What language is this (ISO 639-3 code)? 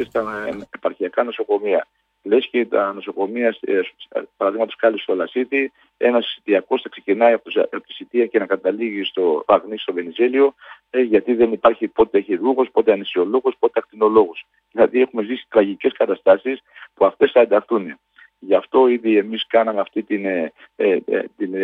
ell